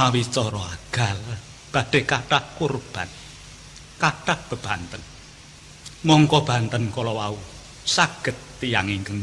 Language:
Javanese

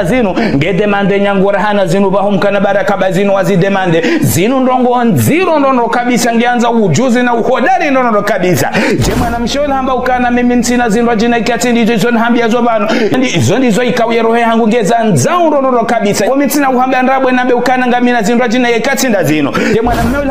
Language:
Ngazidja Comorian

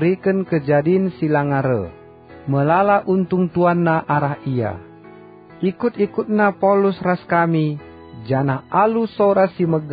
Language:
Batak Karo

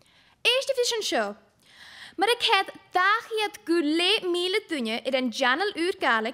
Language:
Scottish Gaelic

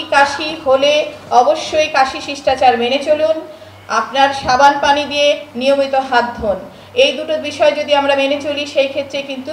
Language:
Bangla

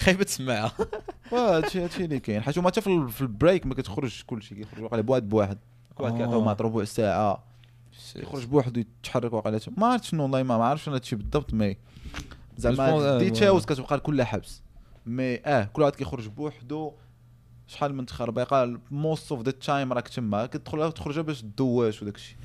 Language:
Moroccan Arabic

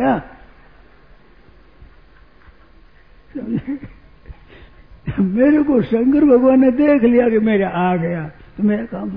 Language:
Hindi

